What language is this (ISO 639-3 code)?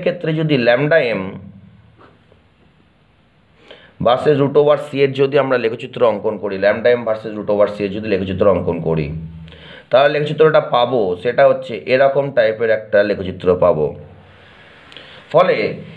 ben